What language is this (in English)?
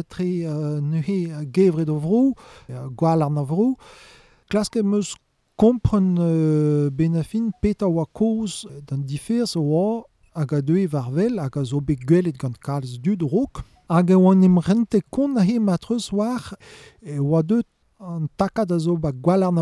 Breton